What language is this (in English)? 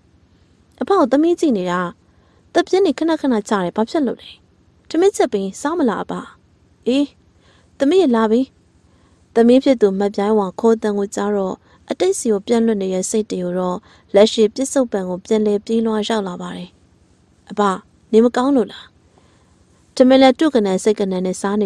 Burmese